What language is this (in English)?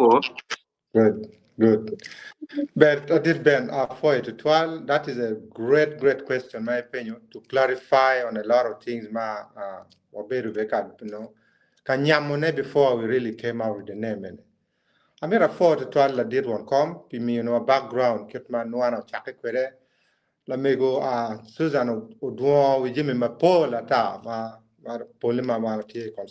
Acoli